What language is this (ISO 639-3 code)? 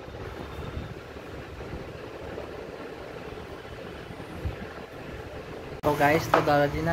hin